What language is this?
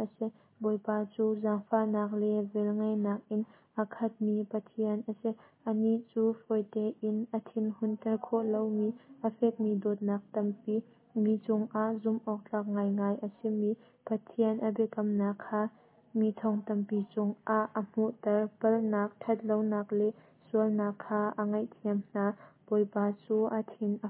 Hakha Chin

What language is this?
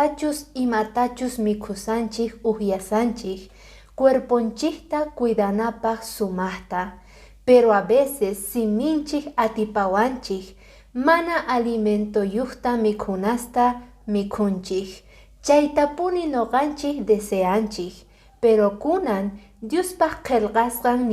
Quechua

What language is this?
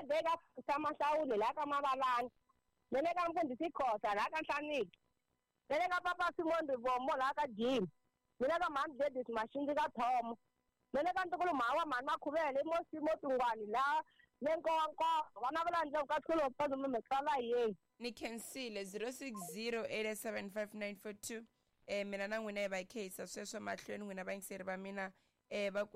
Tsonga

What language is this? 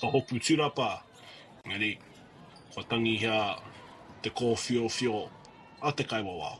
Māori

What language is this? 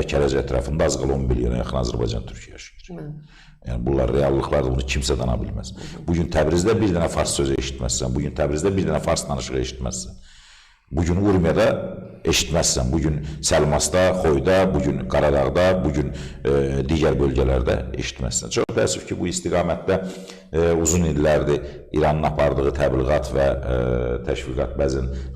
Azerbaijani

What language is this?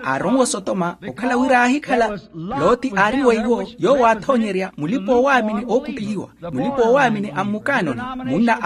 Makhuwa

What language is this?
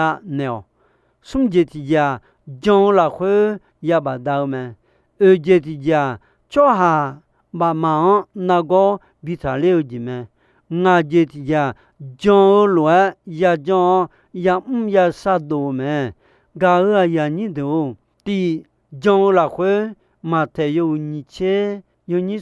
Akha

